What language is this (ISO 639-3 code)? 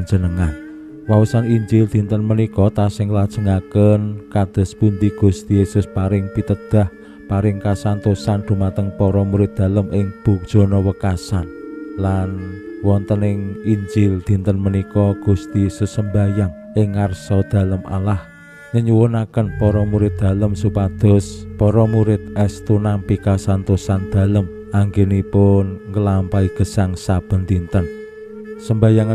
jav